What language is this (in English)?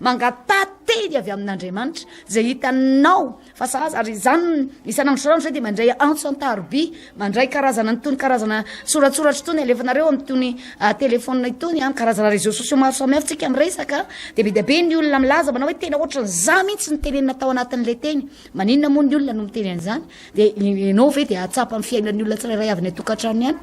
Malagasy